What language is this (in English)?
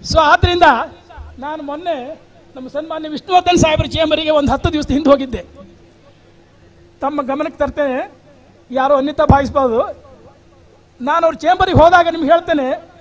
Kannada